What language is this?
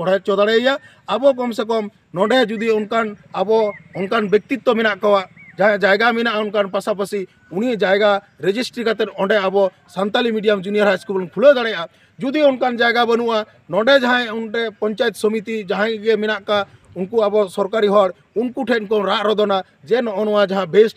Santali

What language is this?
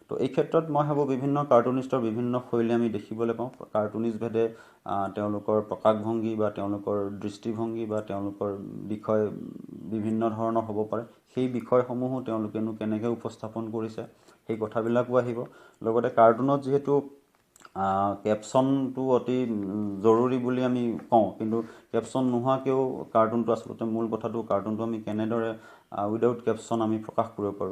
Assamese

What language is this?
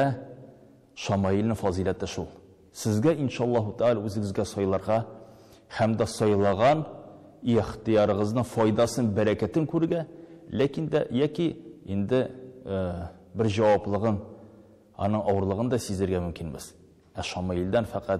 Tatar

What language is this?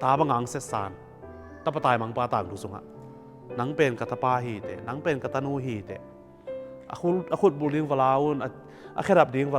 Tedim Chin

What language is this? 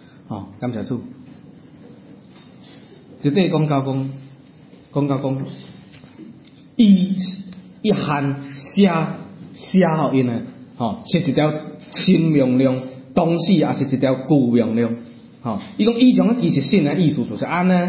Min Nan Chinese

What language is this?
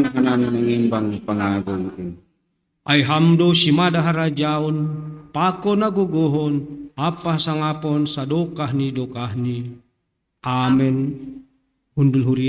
Batak Simalungun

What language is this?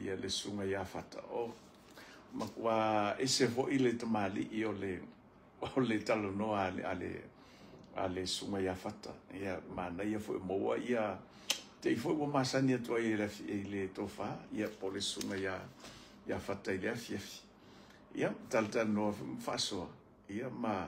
Samoan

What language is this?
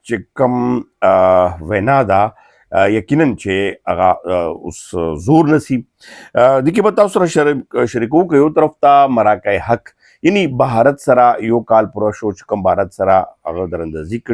Pashto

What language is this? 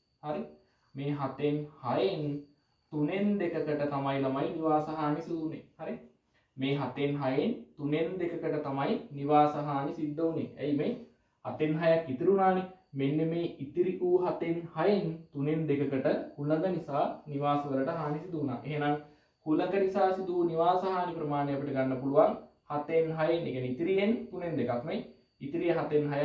Sinhala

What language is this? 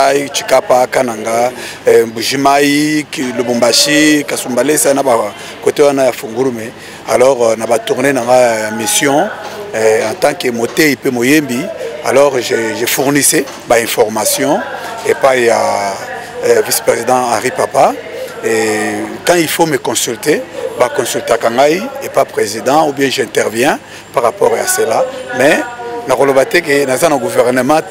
Lingala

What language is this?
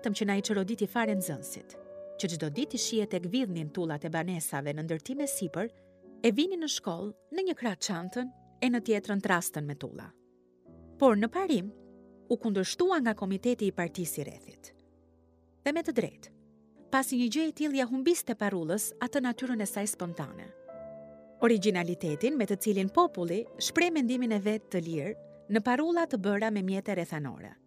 Albanian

